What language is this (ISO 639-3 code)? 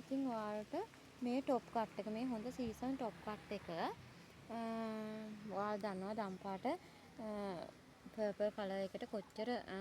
sin